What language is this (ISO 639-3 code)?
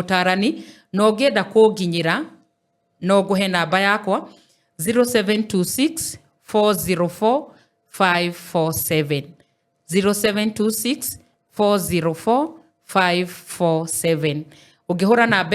kik